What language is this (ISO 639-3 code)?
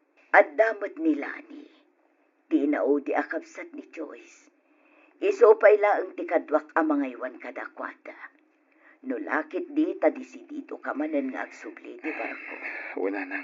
ilo